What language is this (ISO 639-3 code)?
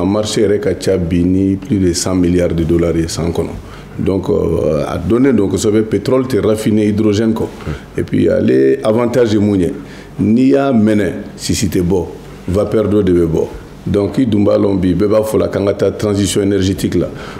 bam